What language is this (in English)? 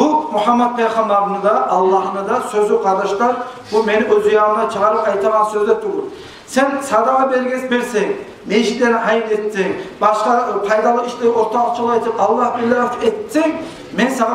Kumyk